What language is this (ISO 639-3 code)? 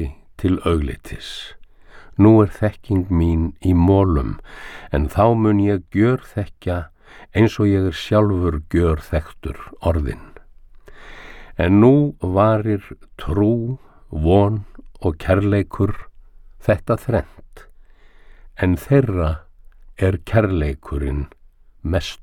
isl